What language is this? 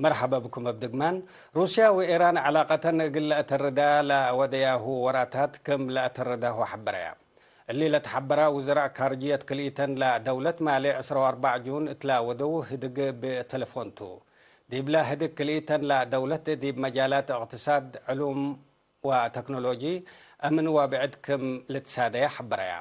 Tigre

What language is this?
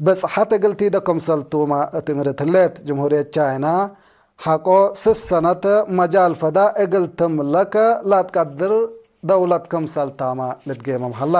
Tigre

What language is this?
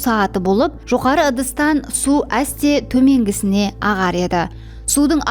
Kara-Kalpak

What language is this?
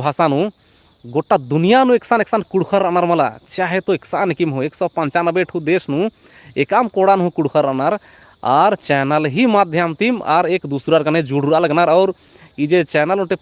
Kurukh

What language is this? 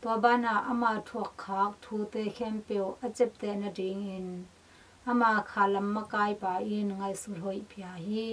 Tedim Chin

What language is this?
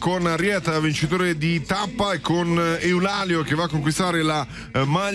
Italian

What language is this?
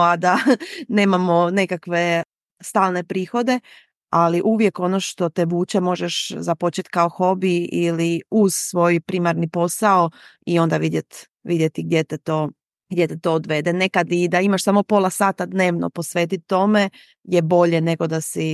Serbian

